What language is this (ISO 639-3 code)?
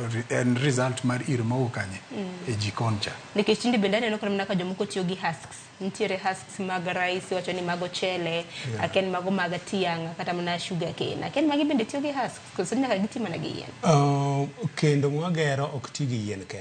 luo